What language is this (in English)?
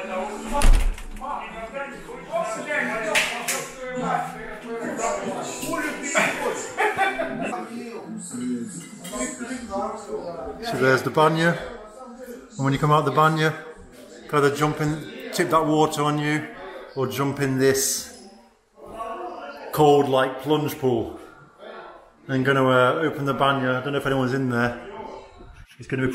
English